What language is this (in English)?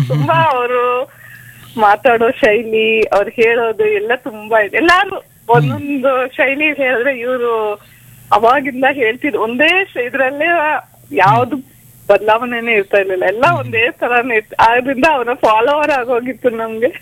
Kannada